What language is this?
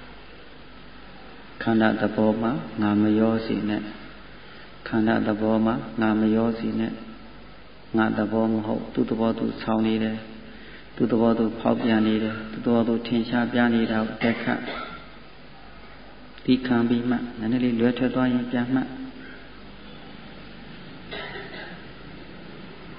Burmese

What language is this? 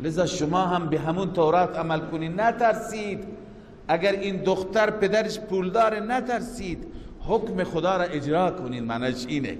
Persian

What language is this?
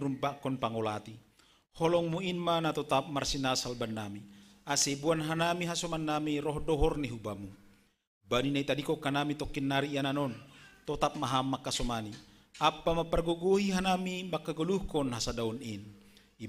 Batak Simalungun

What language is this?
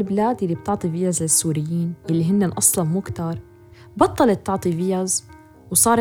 North Levantine Arabic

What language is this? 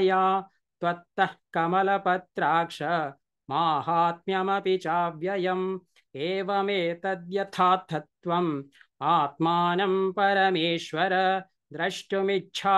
Sanskrit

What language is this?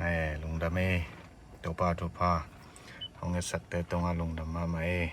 Tedim Chin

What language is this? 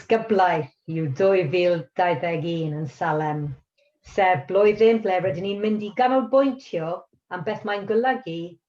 Welsh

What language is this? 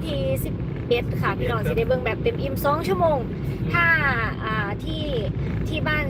Northeastern Thai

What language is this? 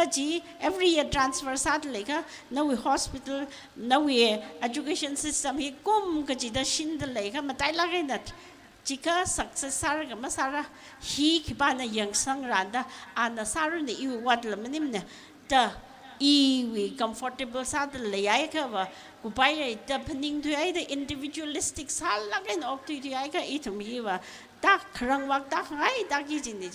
Tangkhul Naga (India)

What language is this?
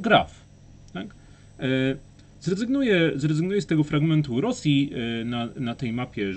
Polish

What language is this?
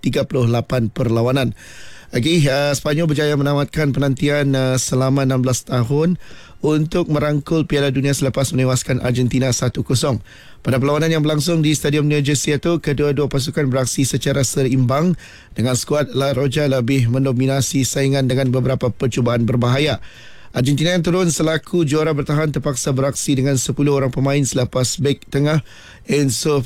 Malay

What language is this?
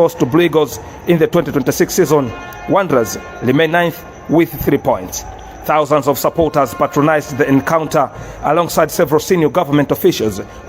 English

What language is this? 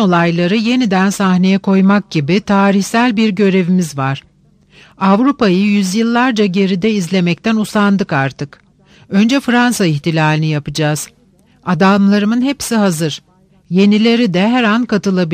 Turkish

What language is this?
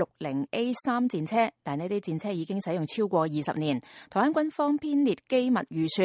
Cantonese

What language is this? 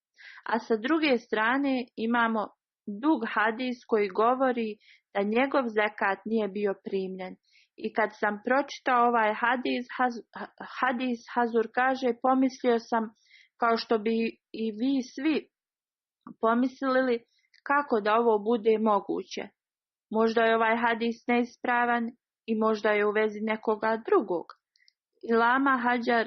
Bosnian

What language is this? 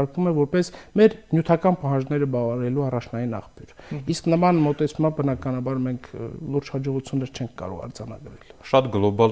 Armenian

